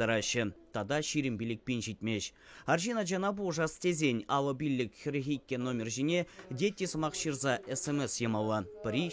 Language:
Chuvash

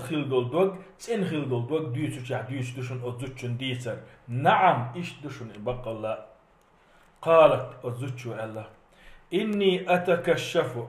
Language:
Chechen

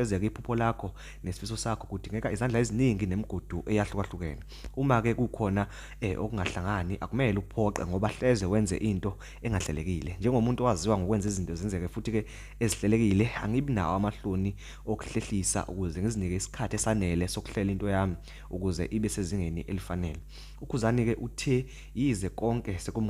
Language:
Zulu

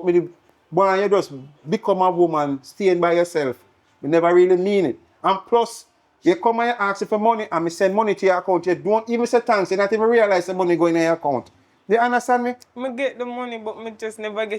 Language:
Jamaican Creole English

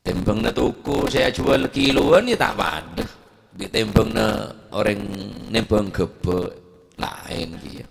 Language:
Madurese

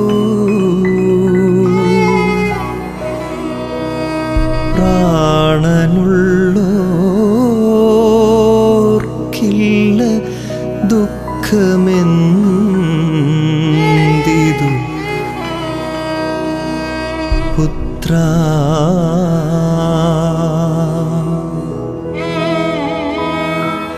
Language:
Malayalam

